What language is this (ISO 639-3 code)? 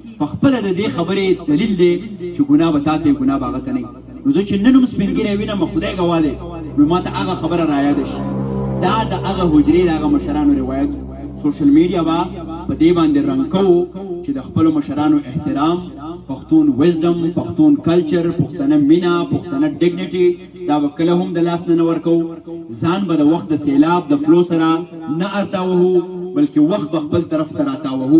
pus